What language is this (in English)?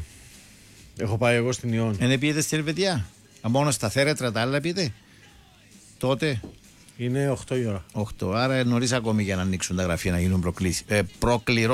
Greek